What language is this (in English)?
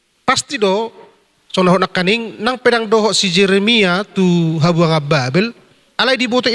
Batak Toba